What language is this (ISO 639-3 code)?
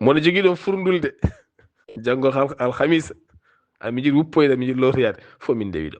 ful